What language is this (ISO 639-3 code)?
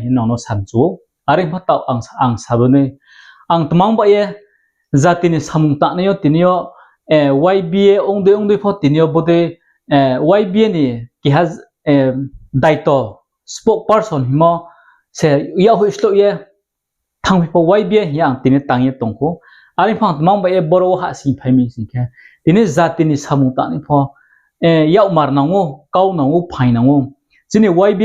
ria